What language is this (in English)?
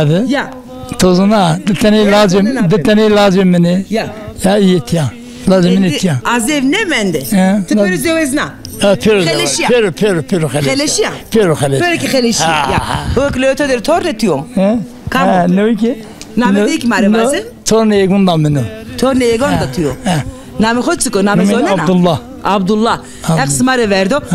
Zaza